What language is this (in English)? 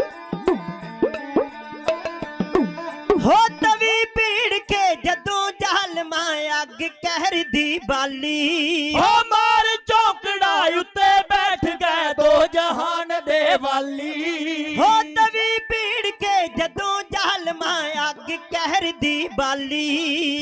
Punjabi